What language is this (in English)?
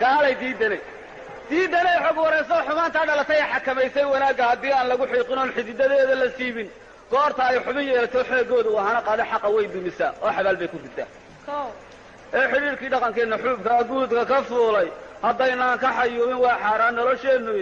Somali